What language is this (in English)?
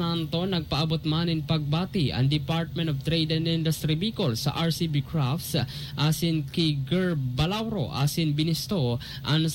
Bikol